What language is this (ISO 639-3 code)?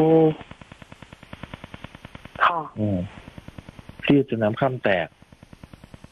tha